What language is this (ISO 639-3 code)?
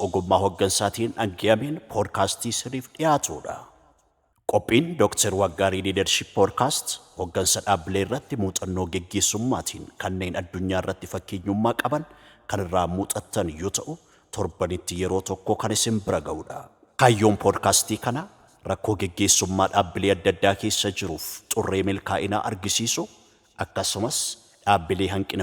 orm